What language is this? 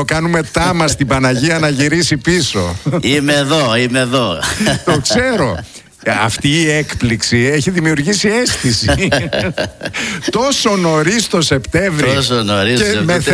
Greek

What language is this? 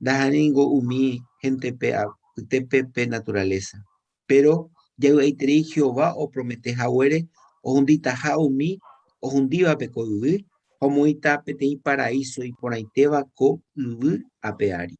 Guarani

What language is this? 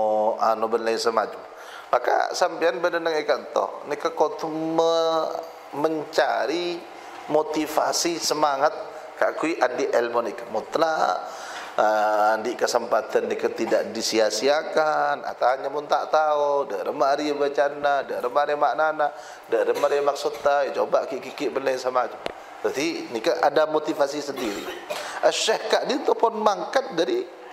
Madurese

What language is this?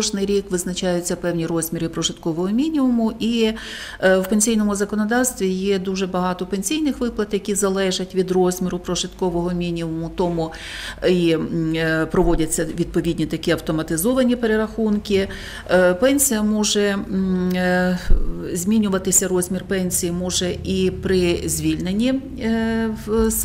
Ukrainian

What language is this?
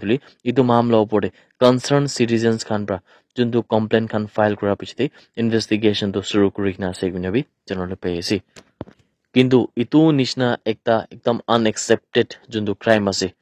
Naga Pidgin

